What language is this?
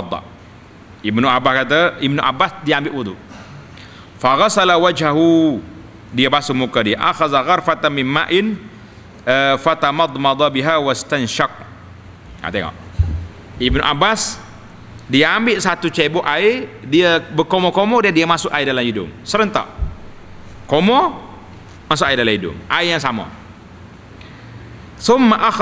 Malay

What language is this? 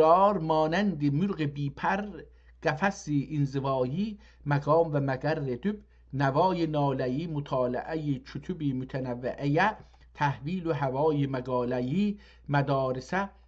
South Azerbaijani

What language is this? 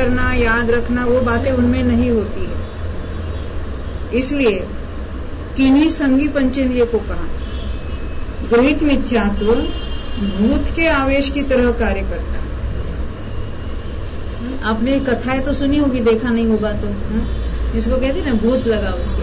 Hindi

